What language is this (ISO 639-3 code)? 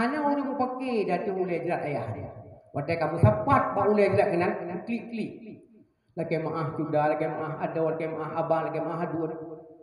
ace